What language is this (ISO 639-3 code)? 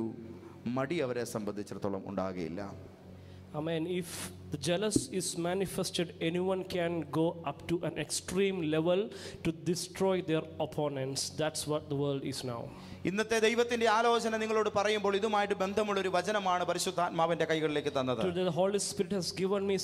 mal